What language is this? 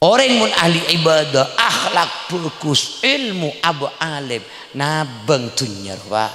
Madurese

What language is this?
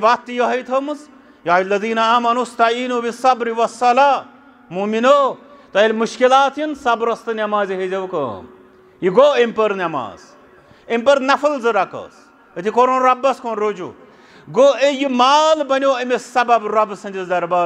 Kashmiri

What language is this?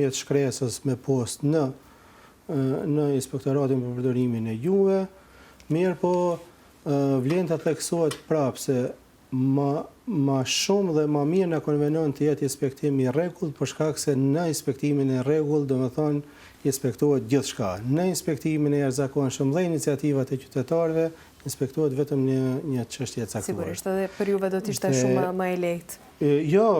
Albanian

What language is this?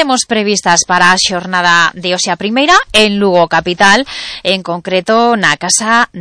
Galician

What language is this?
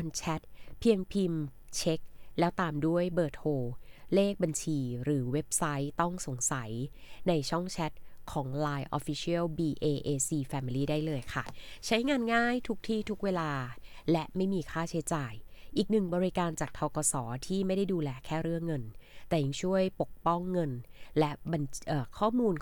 Thai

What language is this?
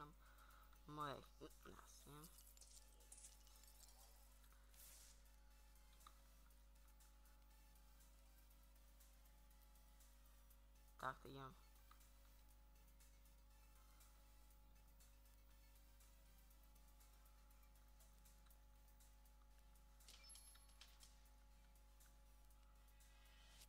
Czech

